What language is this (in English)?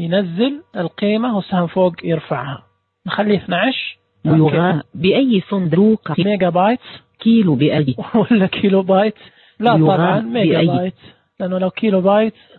Najdi Arabic